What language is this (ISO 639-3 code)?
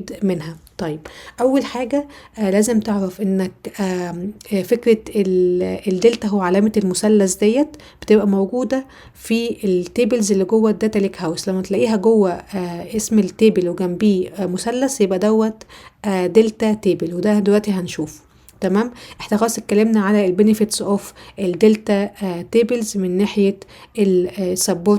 arz